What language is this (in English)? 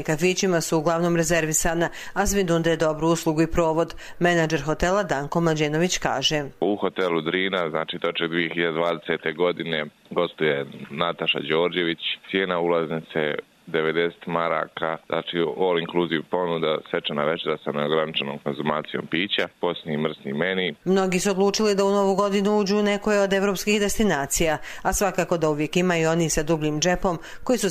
Croatian